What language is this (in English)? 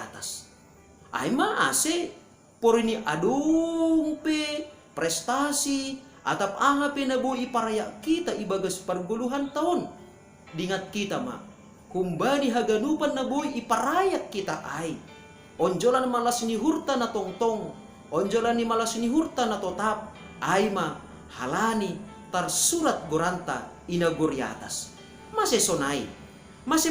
Batak Simalungun